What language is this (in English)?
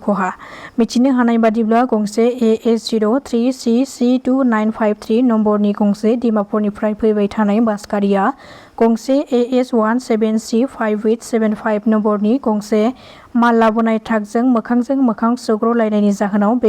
Bodo